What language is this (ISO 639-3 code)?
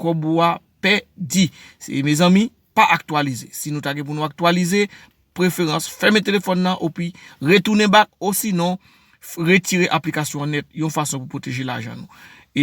hat